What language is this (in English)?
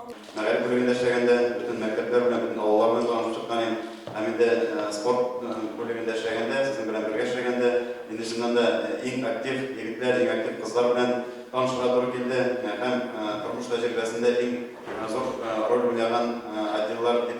Tatar